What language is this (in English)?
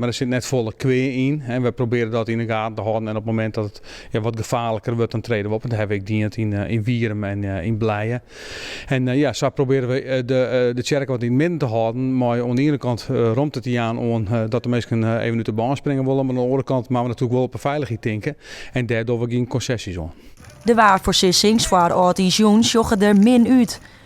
Western Frisian